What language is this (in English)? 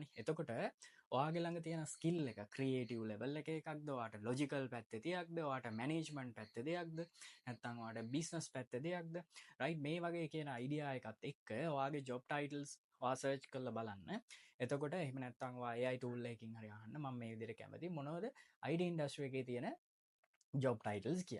Sinhala